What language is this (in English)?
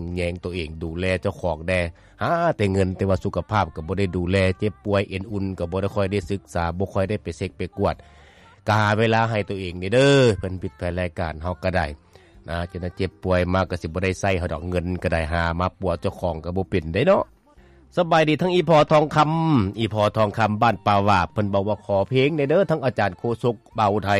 Lao